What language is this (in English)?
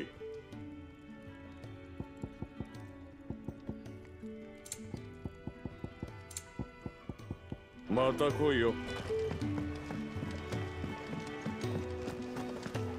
Japanese